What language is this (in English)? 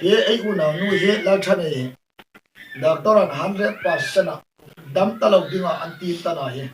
Hmar